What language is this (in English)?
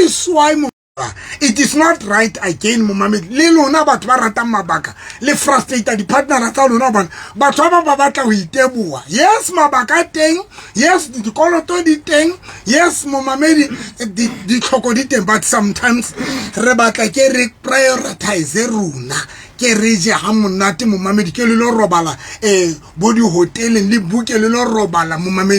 Southern Sotho